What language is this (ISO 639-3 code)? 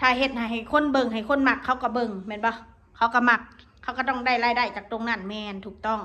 tts